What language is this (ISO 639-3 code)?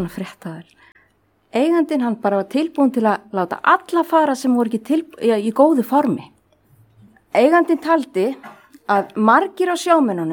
isl